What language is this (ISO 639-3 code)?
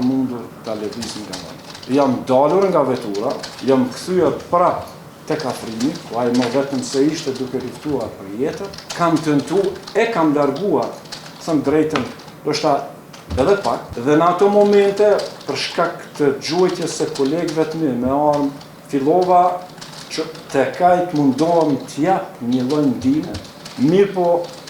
sqi